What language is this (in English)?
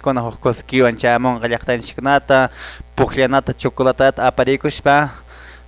Quechua